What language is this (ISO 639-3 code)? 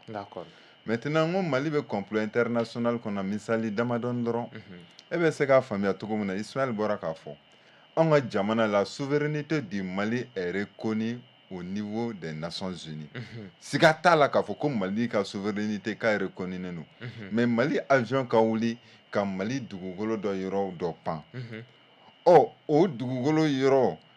bam